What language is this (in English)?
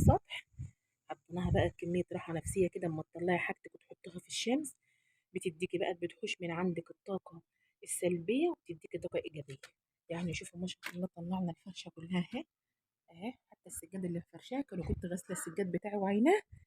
Egyptian Arabic